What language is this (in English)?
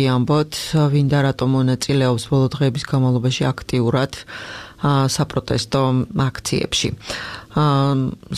Georgian